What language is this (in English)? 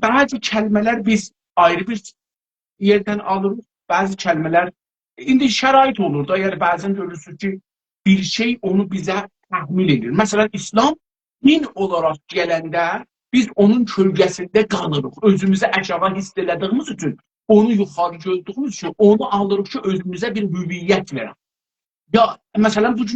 South Azerbaijani